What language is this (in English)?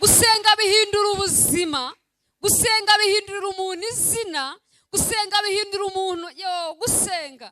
Kinyarwanda